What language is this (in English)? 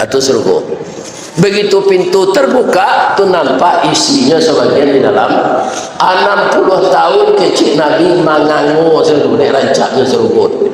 Minangkabau